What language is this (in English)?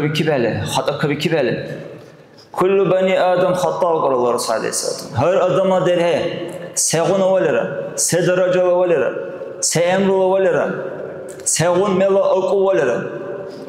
Dargwa